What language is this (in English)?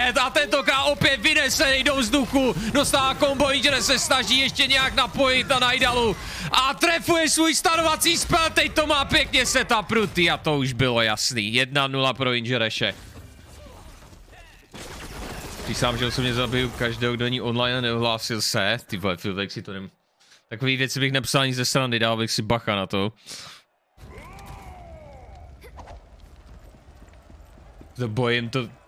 Czech